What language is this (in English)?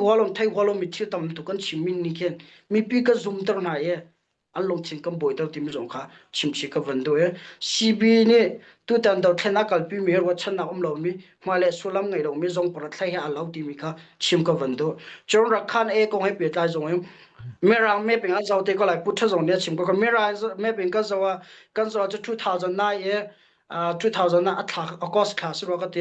Hakha Chin